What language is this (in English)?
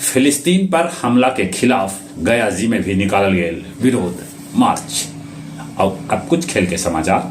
Magahi